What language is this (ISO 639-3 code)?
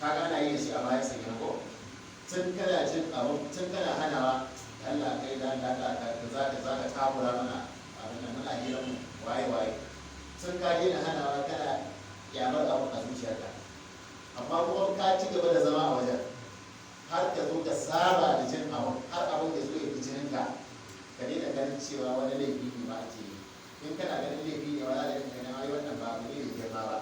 hau